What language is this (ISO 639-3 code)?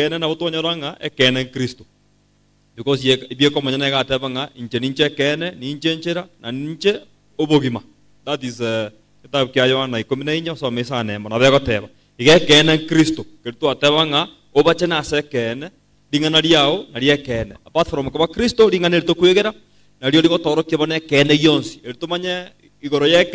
guz